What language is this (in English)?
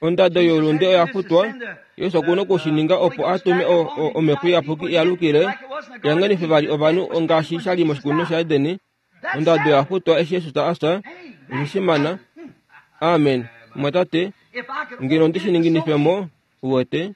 Kuanyama